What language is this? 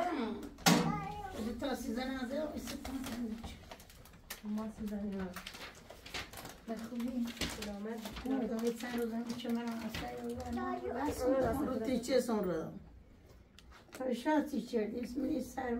Persian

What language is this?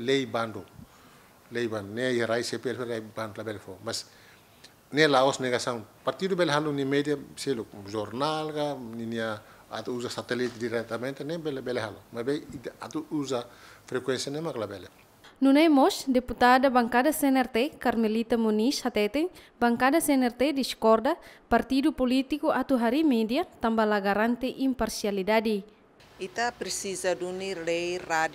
Tetum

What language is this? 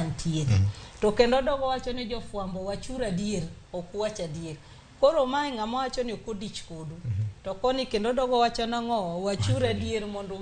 Luo (Kenya and Tanzania)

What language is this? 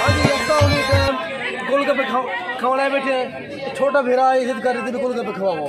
Saraiki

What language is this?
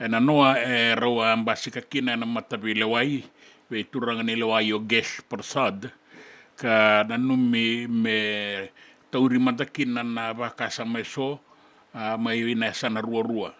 Fijian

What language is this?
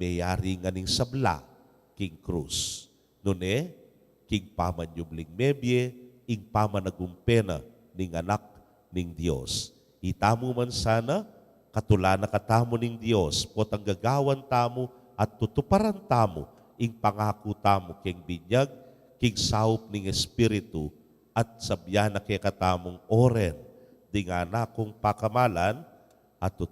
Pampanga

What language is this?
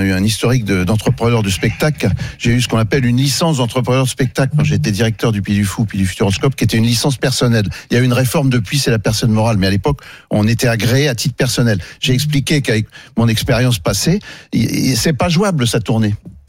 French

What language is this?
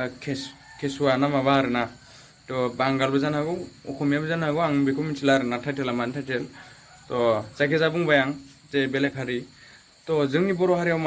Bodo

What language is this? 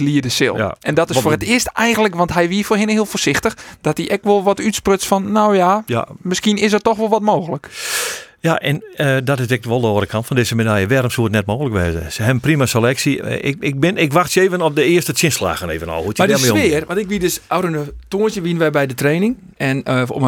Western Frisian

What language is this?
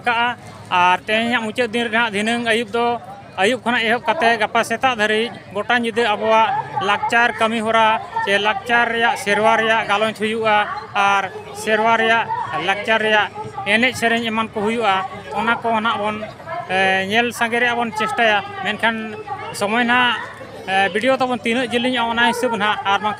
Santali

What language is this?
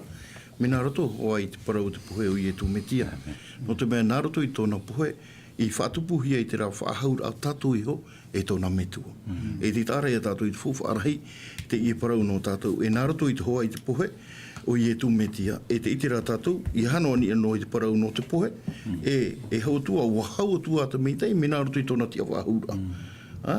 Tahitian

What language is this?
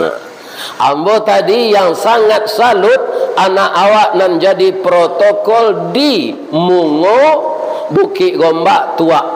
Minangkabau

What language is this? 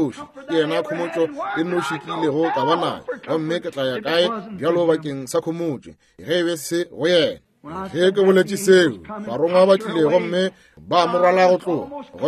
Northern Sotho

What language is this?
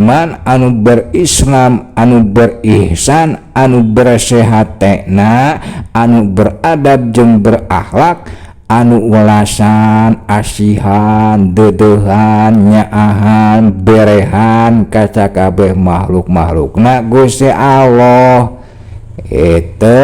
Sundanese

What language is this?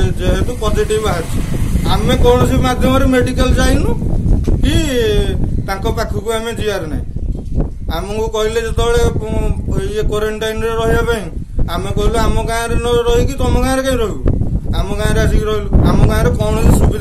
Odia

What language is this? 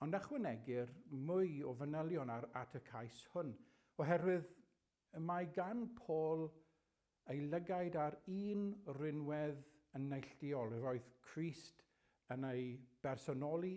Welsh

